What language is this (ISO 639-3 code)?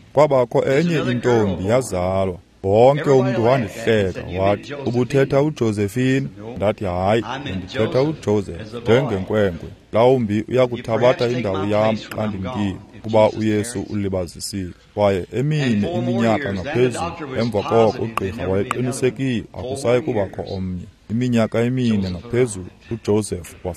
xho